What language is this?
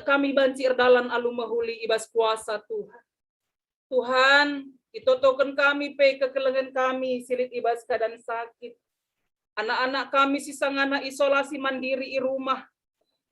Batak Karo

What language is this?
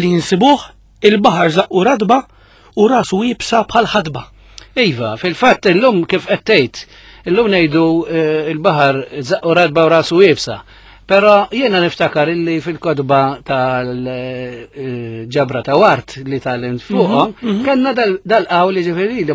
Maltese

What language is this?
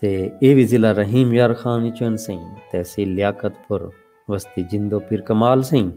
Saraiki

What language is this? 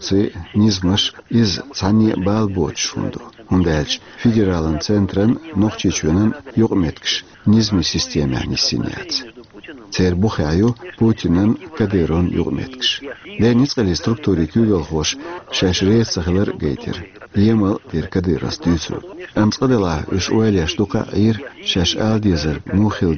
Chechen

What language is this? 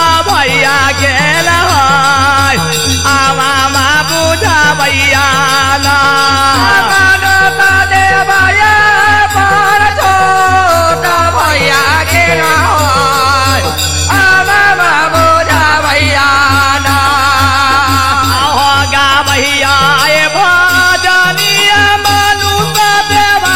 Bhojpuri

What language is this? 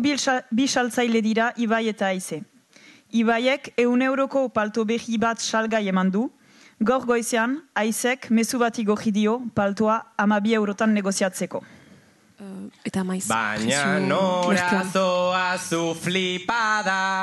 Basque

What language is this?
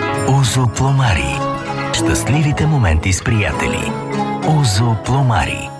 Bulgarian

